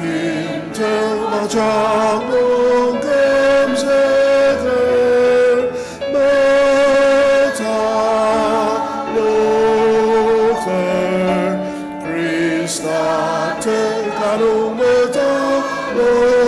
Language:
Ao Naga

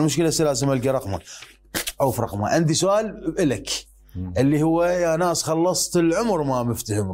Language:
Mesopotamian Arabic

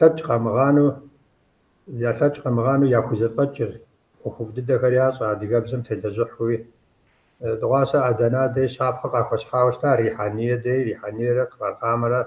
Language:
Kabardian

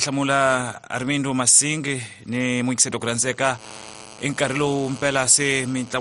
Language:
Tsonga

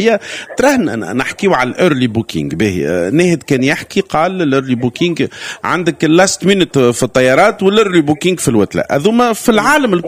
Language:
Tunisian Arabic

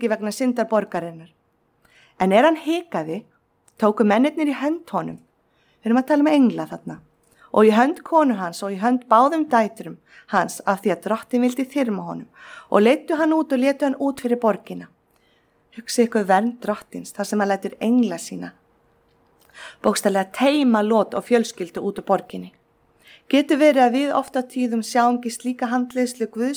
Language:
Icelandic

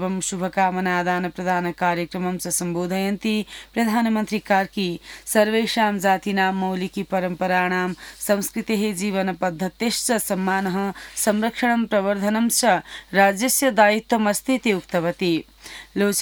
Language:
Sanskrit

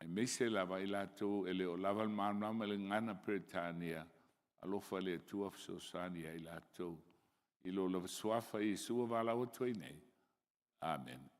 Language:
Samoan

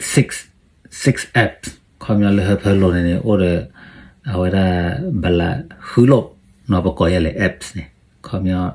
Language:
S'gaw Karen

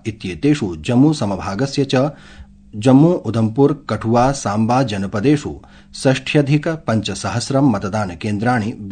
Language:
Sanskrit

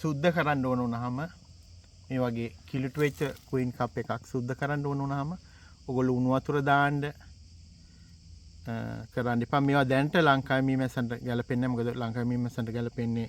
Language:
Sinhala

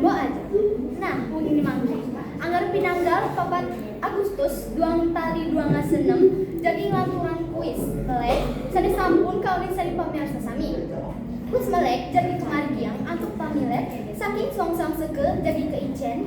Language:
Balinese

